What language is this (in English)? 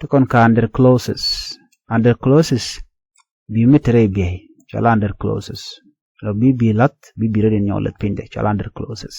Nuer